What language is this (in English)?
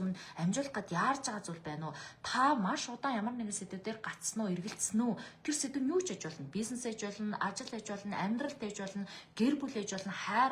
Mongolian